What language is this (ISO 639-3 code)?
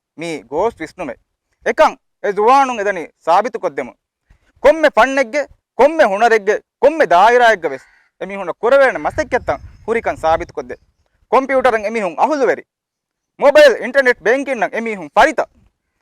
div